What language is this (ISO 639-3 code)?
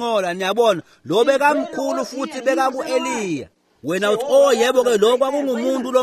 ssw